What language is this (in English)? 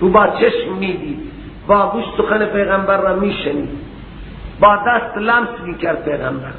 Persian